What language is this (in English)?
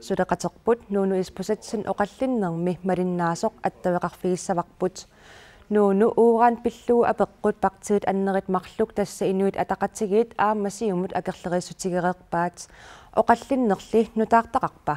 Kalaallisut